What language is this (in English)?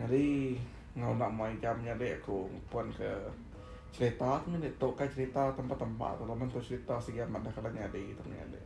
Iban